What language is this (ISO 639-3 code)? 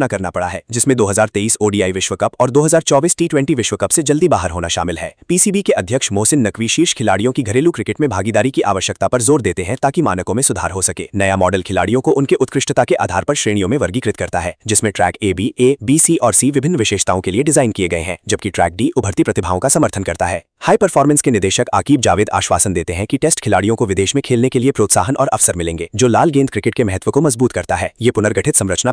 hin